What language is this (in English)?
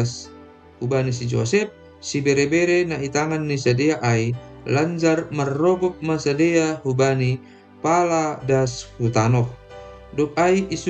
Batak Simalungun